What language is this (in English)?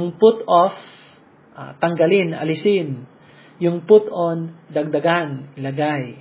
Filipino